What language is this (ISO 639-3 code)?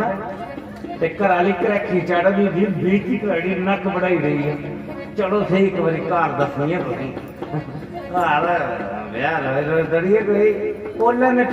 doi